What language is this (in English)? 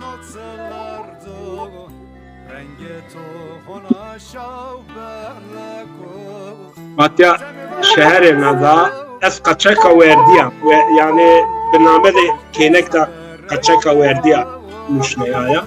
Zaza